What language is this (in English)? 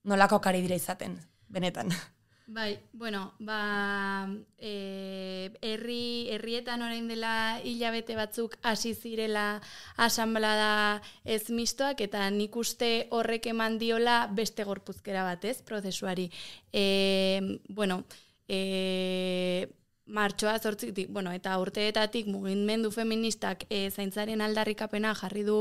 Basque